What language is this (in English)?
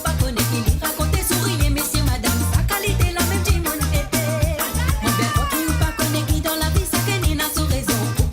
Morisyen